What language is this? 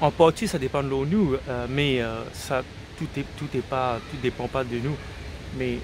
Morisyen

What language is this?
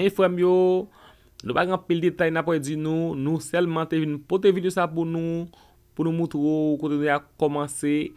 Haitian Creole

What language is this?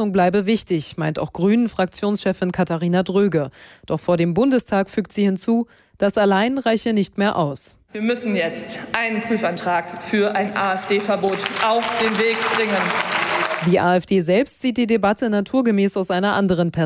German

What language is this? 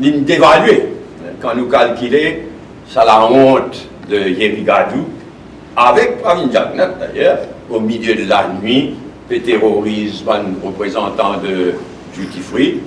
Morisyen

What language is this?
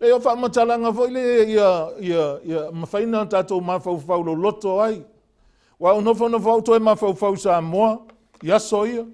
Samoan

